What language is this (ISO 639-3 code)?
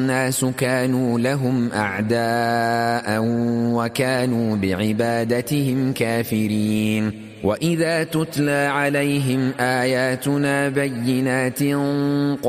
ara